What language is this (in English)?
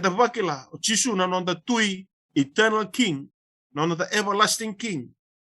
Fijian